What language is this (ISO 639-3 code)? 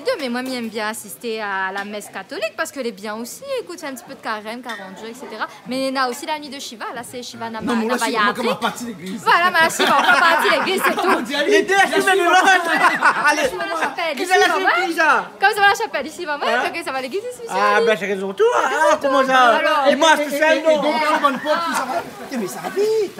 rcf